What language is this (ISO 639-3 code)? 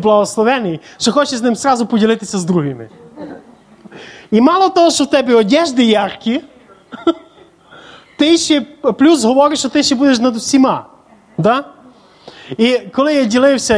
ukr